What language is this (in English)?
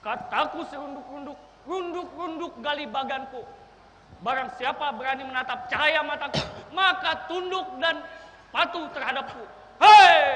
Banjar